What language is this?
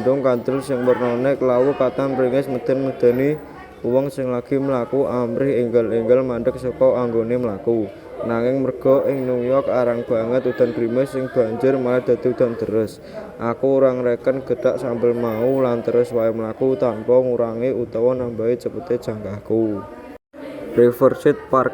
Javanese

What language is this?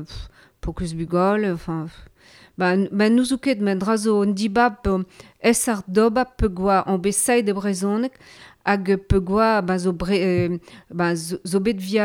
Breton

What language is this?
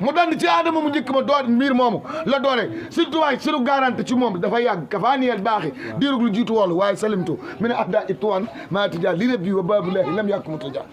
Wolof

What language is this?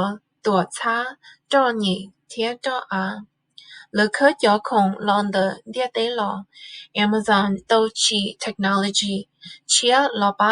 Hmong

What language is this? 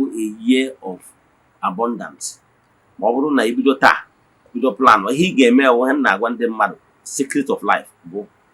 Igbo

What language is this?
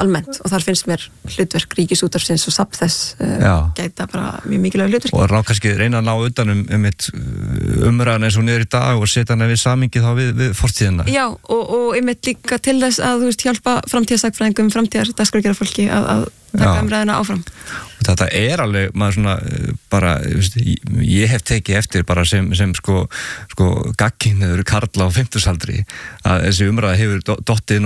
Icelandic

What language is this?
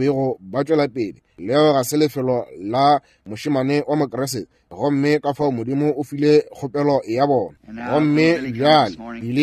Northern Sotho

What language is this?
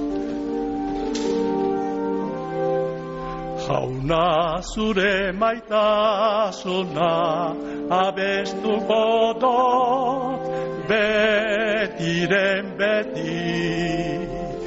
Basque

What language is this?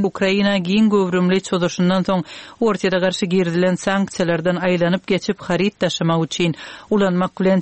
Turkmen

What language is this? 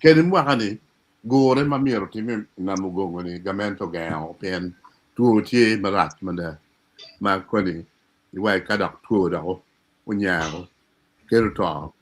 Acoli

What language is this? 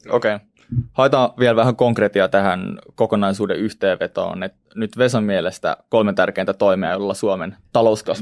Finnish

